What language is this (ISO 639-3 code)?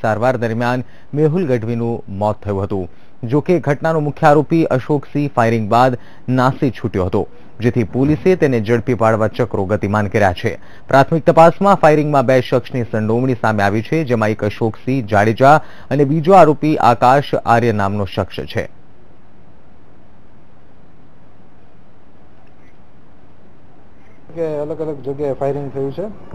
guj